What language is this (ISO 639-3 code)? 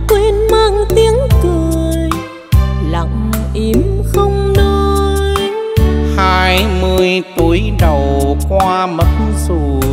vie